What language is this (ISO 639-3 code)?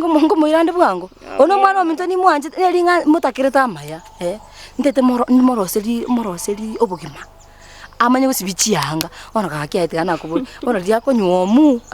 guz